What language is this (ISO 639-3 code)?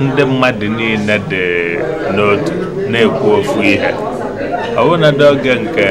ibo